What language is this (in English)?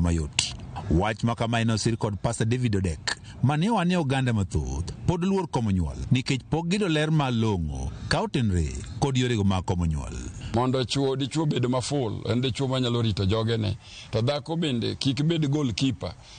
Luo (Kenya and Tanzania)